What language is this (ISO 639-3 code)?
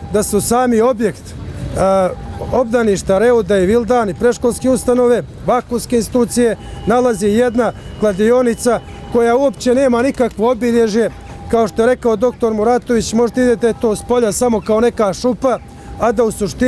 bos